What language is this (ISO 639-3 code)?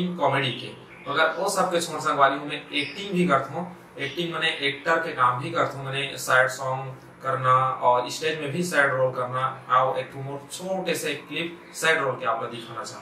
hne